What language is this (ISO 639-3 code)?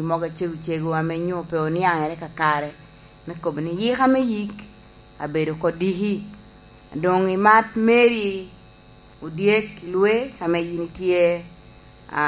laj